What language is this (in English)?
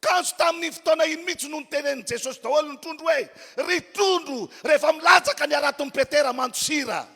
Malagasy